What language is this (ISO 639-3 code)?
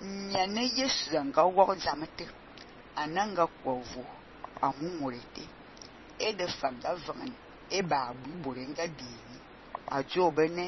fan